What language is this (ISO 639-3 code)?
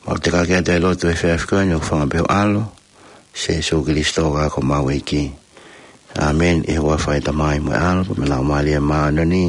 ton